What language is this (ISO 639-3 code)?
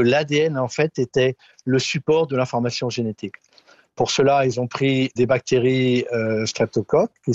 fra